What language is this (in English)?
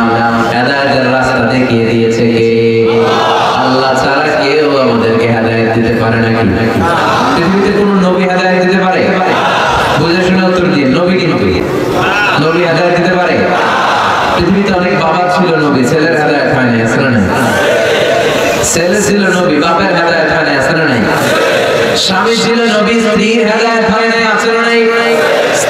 Bangla